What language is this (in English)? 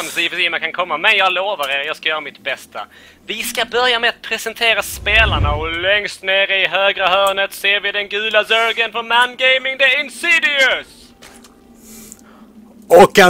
Swedish